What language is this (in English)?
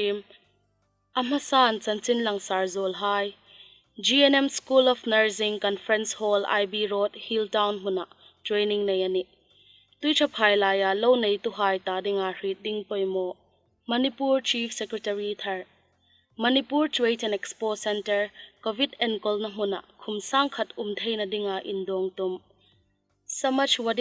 Hmar